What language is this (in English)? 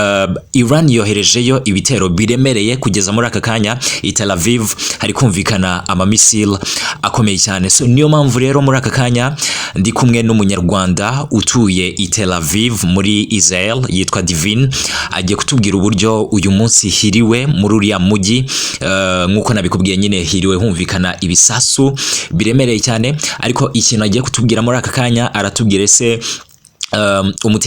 Kinyarwanda